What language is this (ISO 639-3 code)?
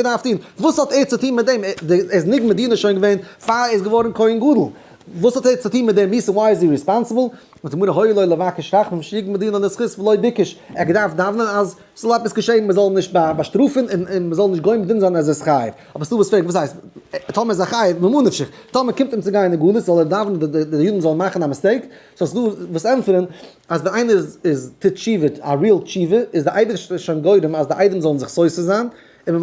yid